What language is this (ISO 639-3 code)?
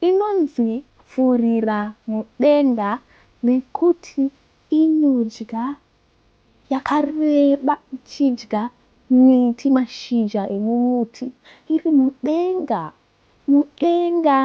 sna